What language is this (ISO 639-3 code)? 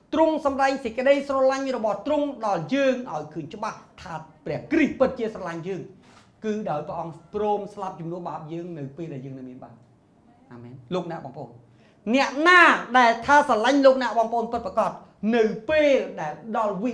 khm